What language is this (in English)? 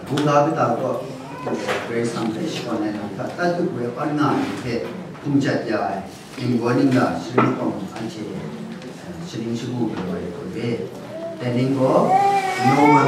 Kachin